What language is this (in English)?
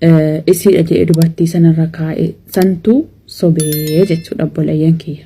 Oromo